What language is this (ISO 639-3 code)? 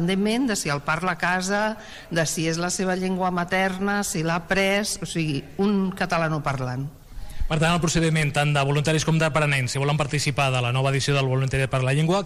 cat